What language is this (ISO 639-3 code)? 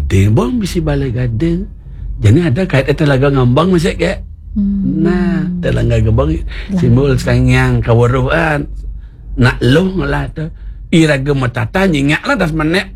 ban